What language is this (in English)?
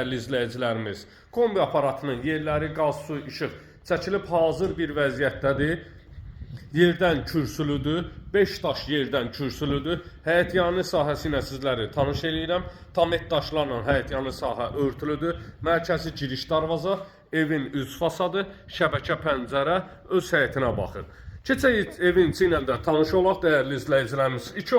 Azerbaijani